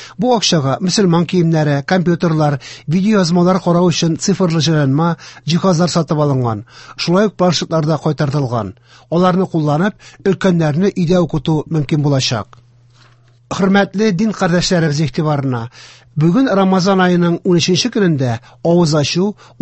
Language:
Tatar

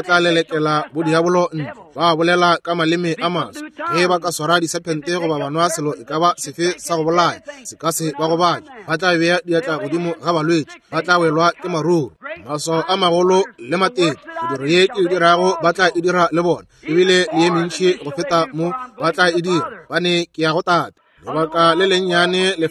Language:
Northern Sotho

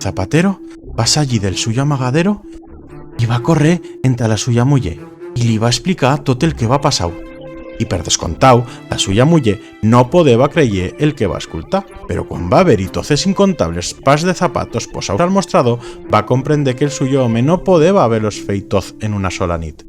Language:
Aragonese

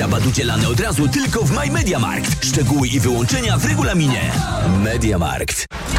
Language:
Polish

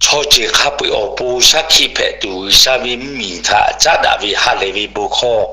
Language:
Lahu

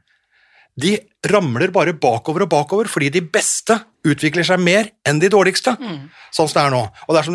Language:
Norwegian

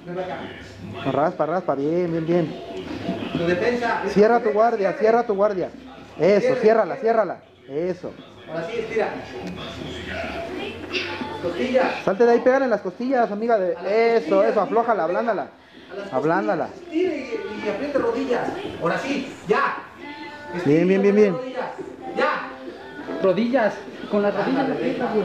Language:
Spanish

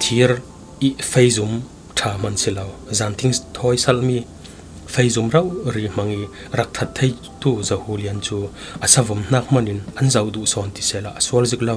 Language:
Falam Chin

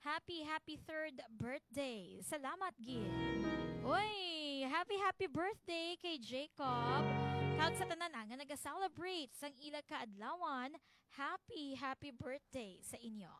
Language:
Hiligaynon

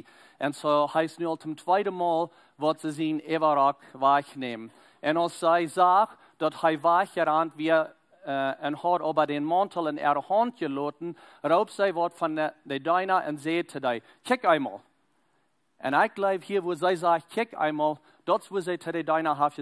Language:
Plautdietsch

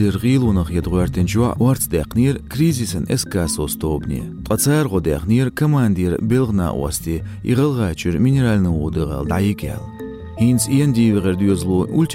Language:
Chechen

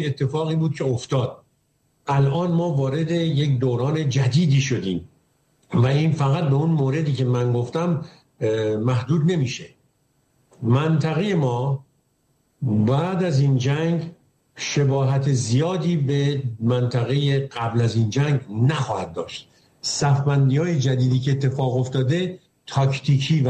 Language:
Persian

